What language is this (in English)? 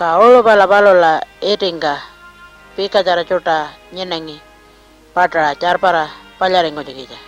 Pitjantjatjara